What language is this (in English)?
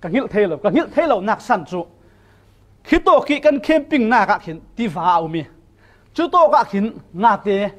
Falam Chin